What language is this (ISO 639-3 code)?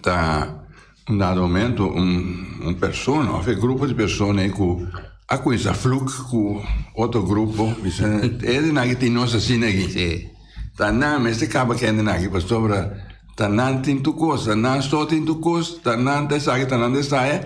pap